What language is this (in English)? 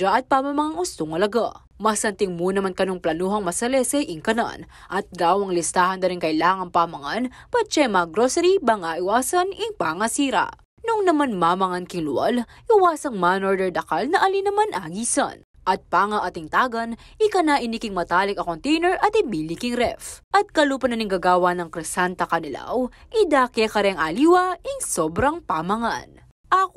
Pampanga